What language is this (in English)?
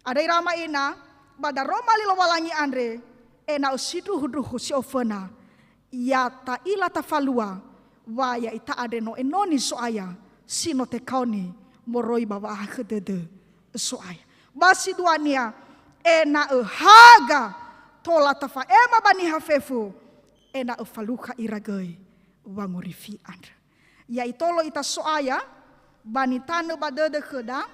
Nias